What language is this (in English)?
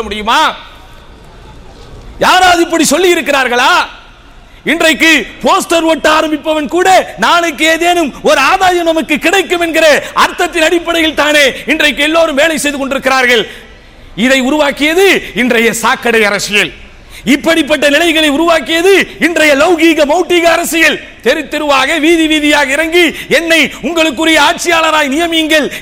Tamil